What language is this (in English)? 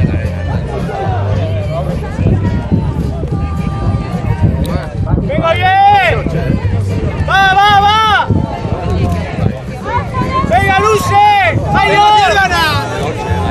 Basque